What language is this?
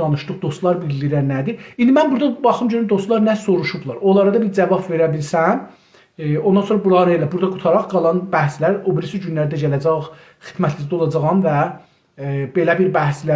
South Azerbaijani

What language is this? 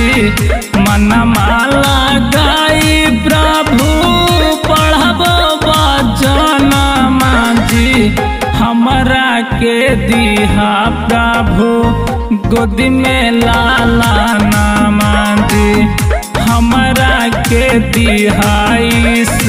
Bhojpuri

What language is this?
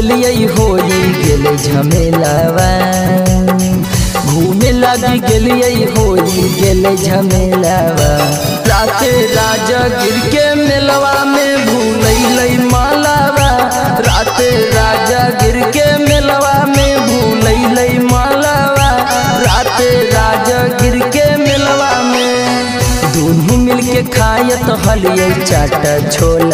Magahi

